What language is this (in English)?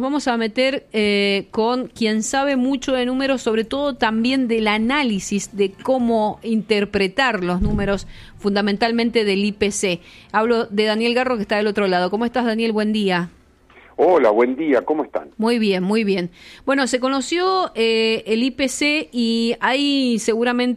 Spanish